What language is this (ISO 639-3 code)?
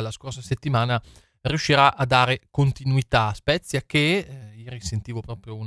ita